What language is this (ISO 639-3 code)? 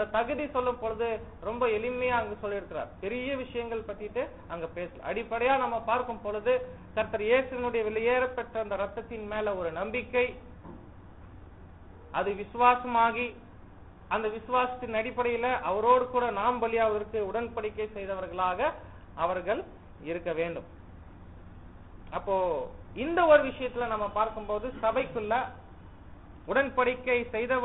tam